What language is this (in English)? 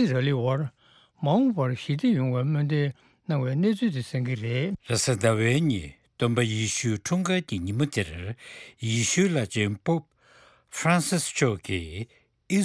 Tibetan